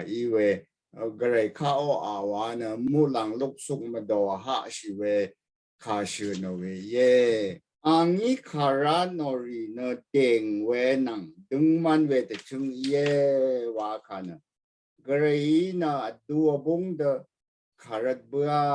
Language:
Rawang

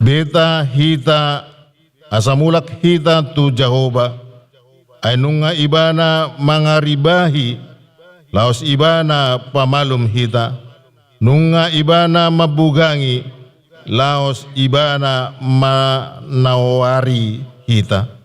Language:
Batak Toba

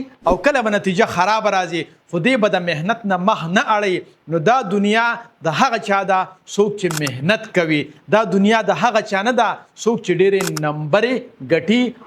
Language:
Pashto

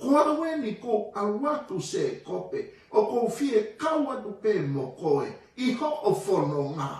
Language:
Tongan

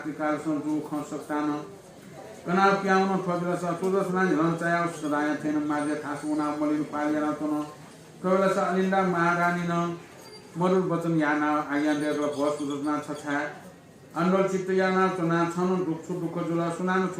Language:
Newari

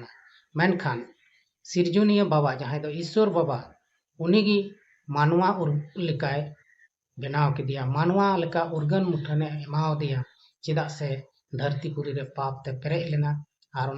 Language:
Santali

